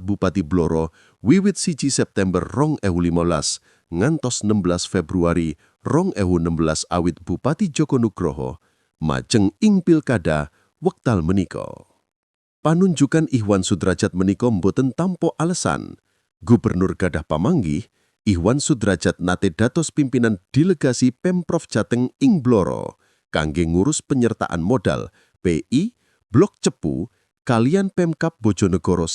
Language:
Javanese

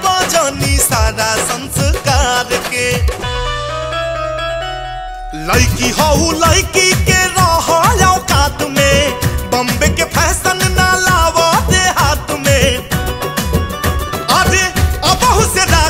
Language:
Bhojpuri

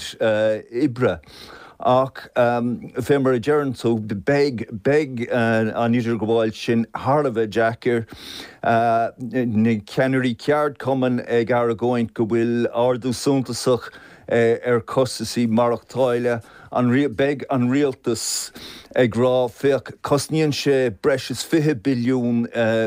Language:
Irish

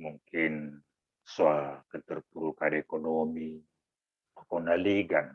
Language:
Batak Simalungun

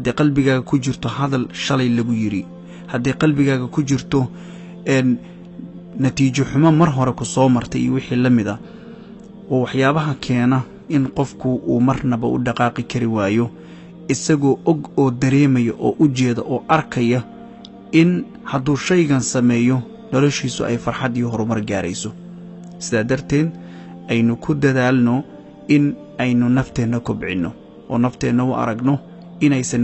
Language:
Somali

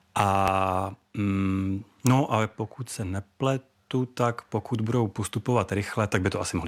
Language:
Czech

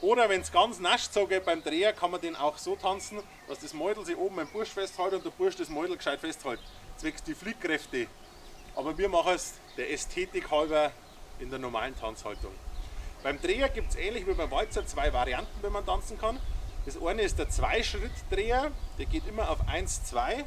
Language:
Bavarian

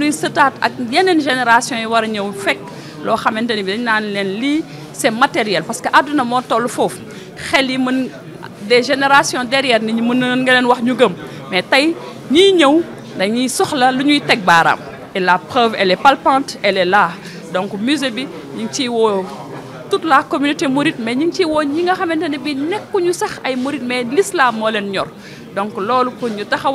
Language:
Wolof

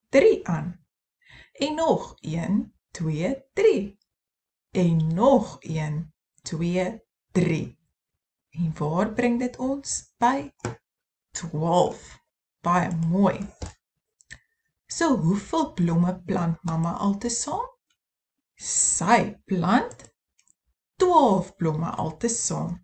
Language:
Afrikaans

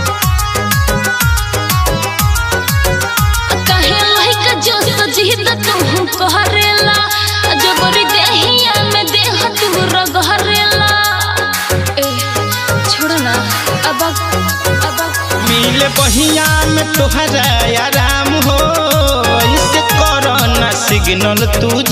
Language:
Bhojpuri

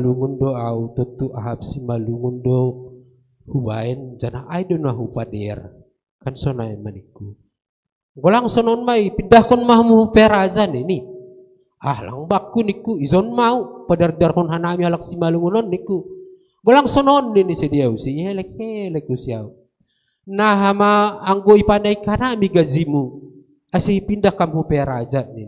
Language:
Batak Simalungun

